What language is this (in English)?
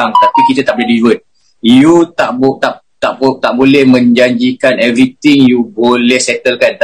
Malay